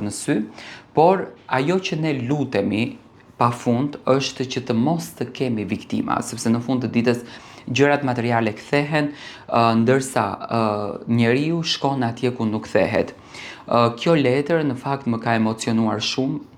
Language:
Albanian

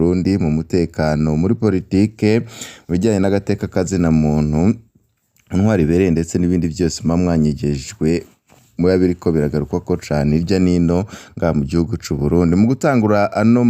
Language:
Rundi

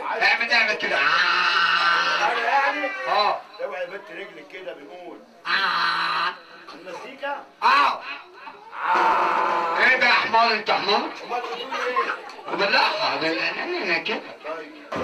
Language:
Egyptian Arabic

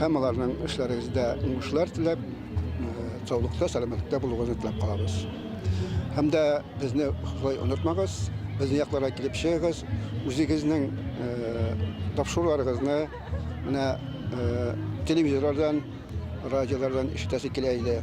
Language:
Bashkir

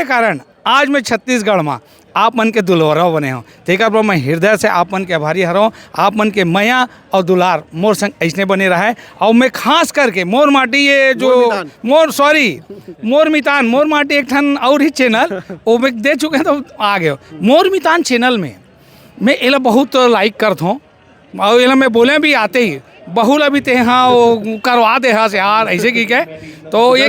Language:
Chhattisgarhi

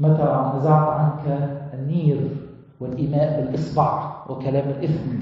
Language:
Egyptian Arabic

